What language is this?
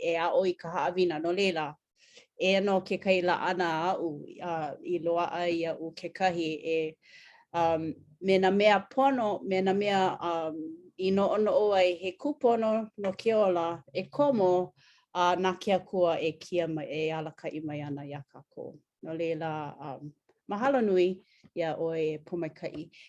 Hawaiian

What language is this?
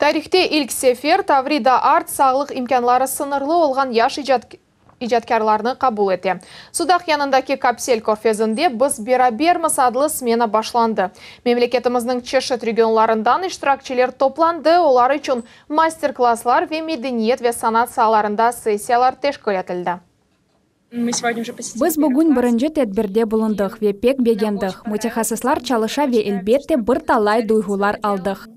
Crimean Tatar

